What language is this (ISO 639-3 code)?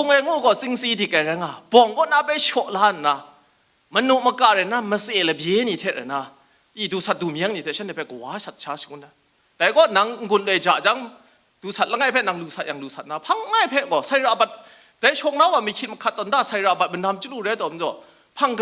kac